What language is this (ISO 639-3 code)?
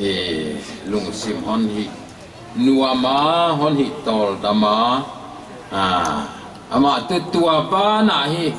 pck